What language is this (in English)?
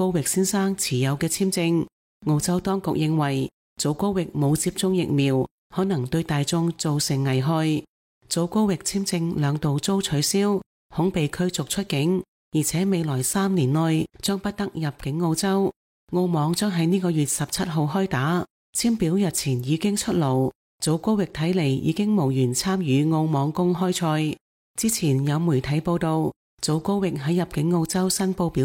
Cantonese